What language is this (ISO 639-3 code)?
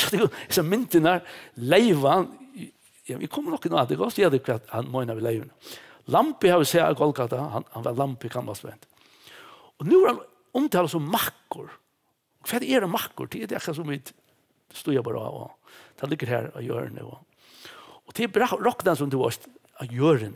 fao